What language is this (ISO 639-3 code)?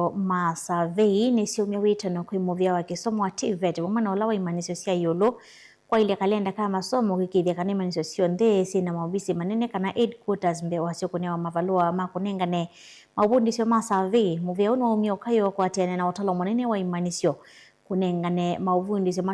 kam